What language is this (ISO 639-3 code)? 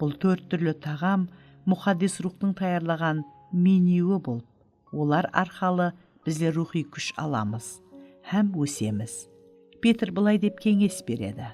kaa